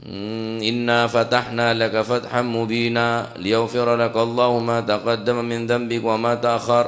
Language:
Madurese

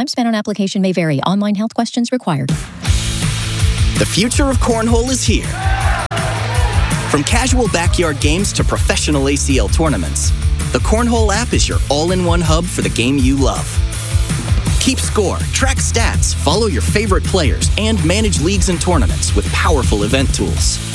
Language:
English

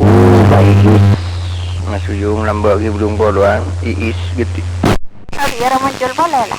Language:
Madurese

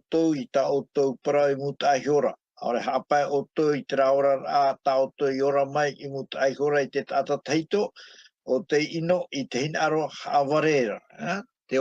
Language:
Tahitian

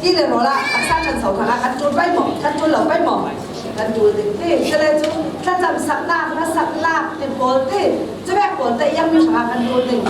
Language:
Falam Chin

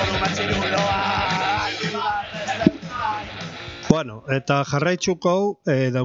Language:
Basque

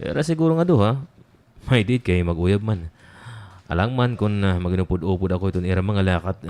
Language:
Waray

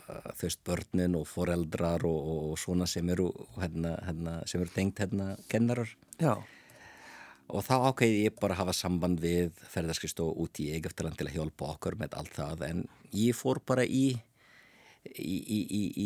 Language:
Icelandic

